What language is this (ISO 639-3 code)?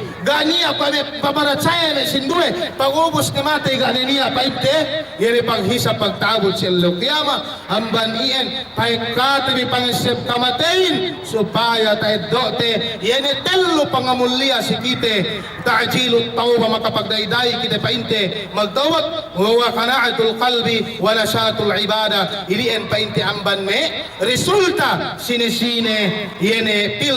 yka